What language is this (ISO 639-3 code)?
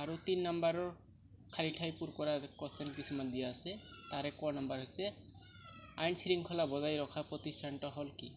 asm